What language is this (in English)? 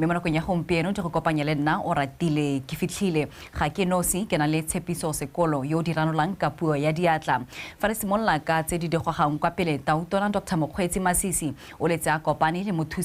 Tswana